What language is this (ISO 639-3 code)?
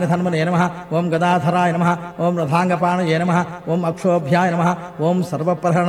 tel